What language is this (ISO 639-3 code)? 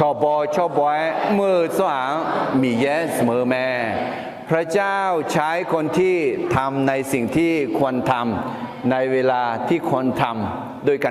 ahk